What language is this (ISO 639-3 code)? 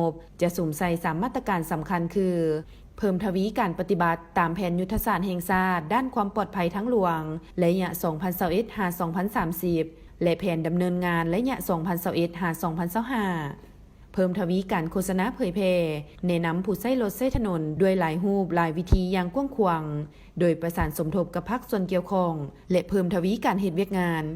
lao